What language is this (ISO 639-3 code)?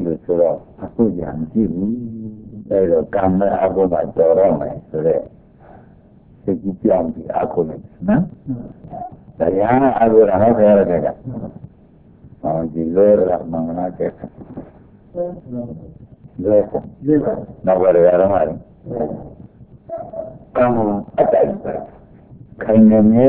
mya